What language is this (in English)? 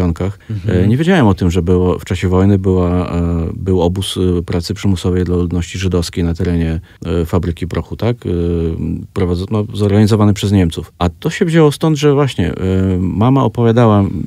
Polish